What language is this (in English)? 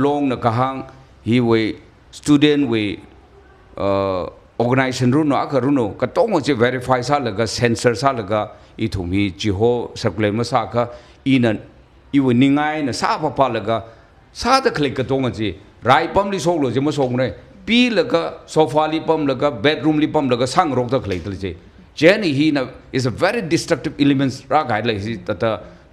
Tangkhul Naga (India)